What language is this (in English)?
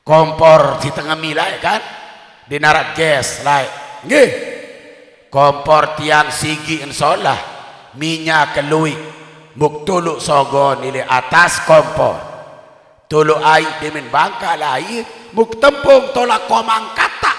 Sasak